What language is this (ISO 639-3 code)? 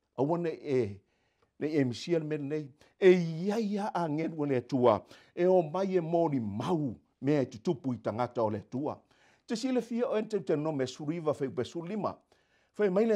smo